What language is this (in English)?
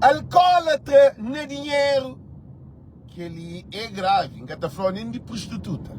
Kabuverdianu